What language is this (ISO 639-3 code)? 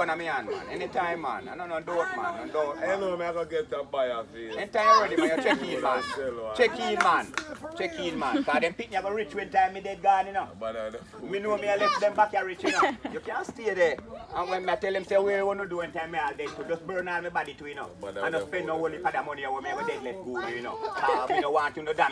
jam